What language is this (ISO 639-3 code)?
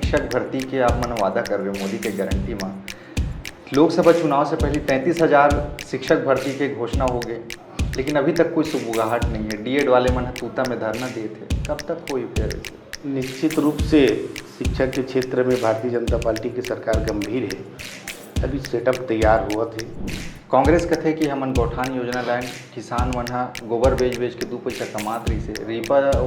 hne